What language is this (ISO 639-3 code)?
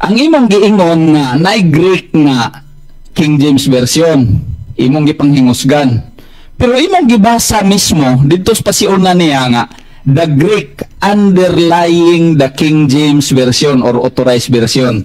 ceb